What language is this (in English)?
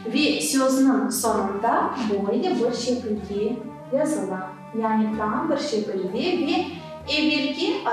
Crimean Tatar